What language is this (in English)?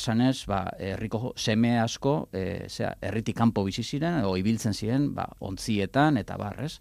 Basque